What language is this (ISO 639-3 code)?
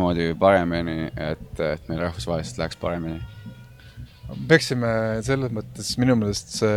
est